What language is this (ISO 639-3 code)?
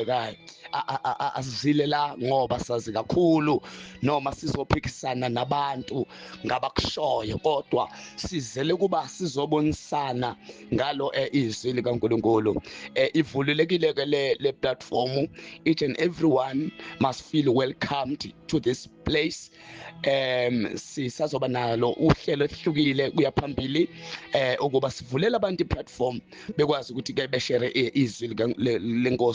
zul